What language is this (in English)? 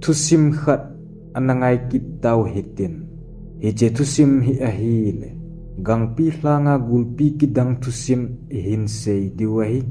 Thado Chin